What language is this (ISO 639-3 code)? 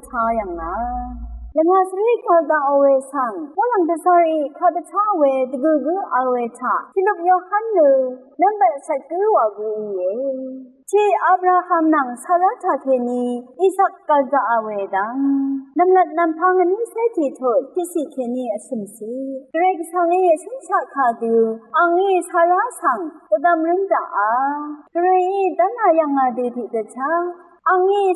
raw